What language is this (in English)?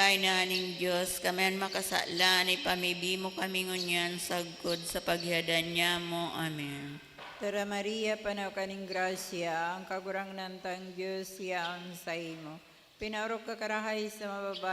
Bikol